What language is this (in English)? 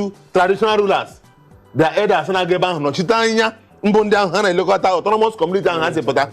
Igbo